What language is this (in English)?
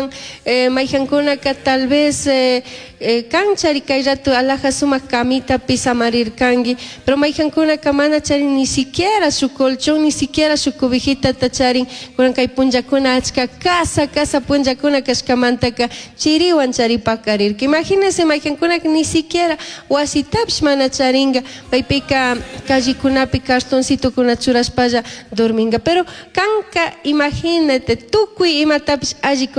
Chimborazo Highland Quichua